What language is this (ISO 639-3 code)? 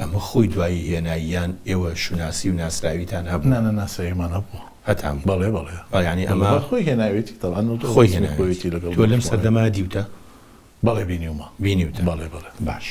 ckb